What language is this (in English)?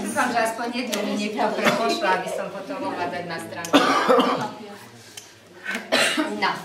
Slovak